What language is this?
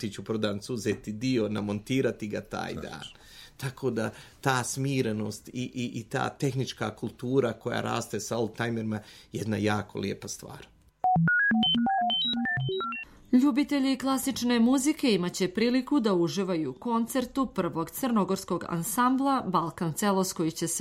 Serbian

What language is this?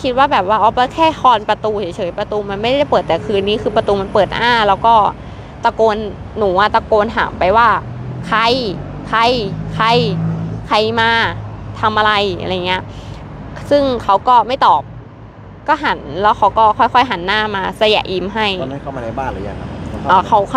Thai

